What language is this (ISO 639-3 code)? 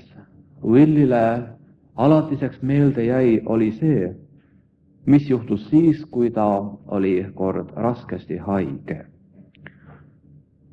est